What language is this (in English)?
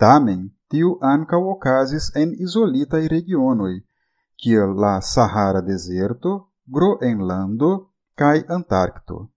Esperanto